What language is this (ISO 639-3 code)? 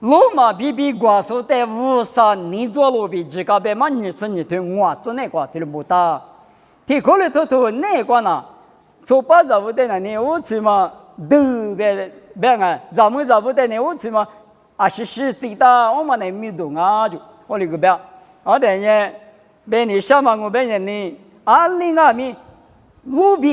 lis